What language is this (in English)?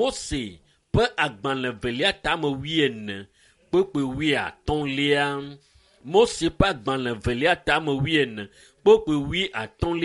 Ewe